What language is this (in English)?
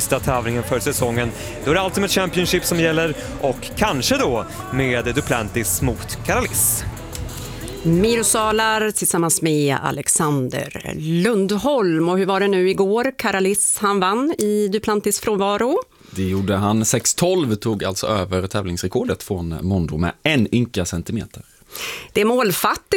Swedish